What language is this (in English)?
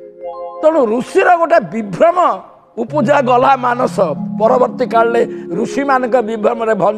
Odia